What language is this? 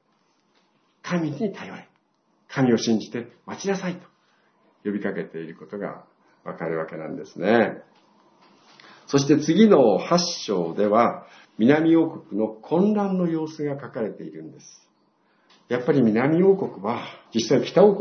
Japanese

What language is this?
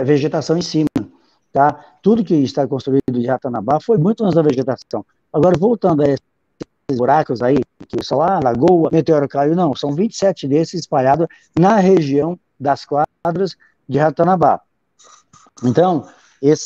Portuguese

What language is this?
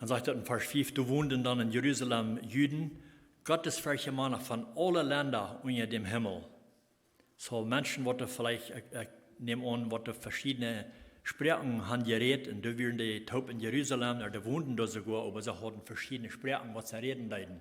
Plautdietsch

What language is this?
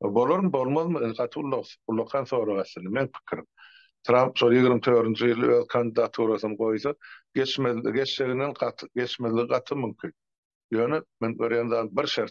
Turkmen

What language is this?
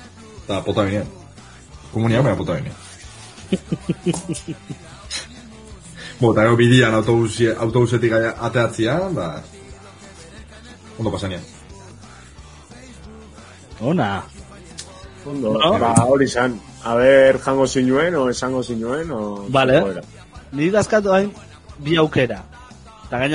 Basque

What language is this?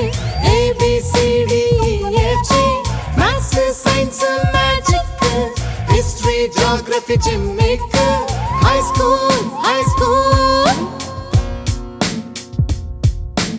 Telugu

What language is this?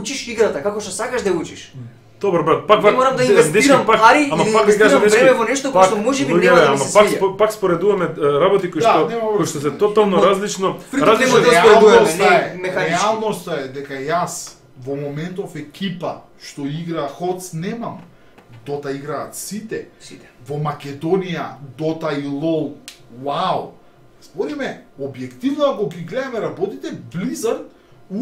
Macedonian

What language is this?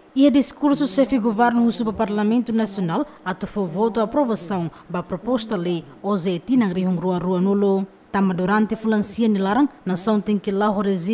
Tetum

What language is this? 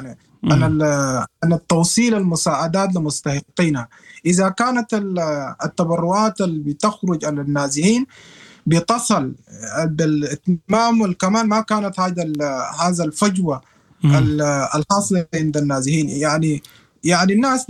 Sudanese Arabic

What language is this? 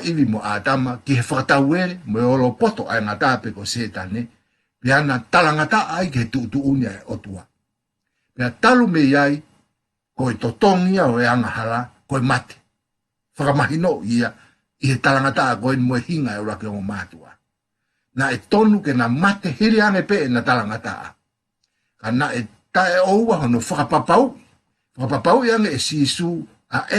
Tongan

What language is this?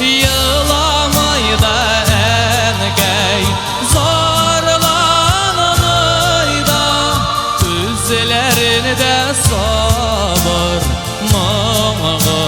Tatar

